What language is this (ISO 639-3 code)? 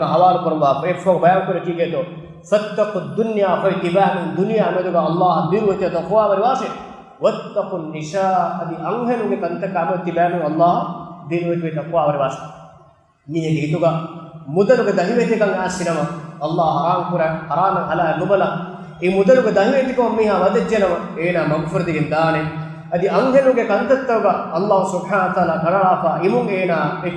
div